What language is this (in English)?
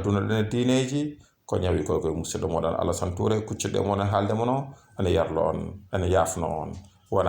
Fula